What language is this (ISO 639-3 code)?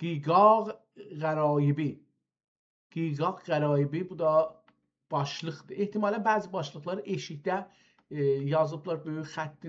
azb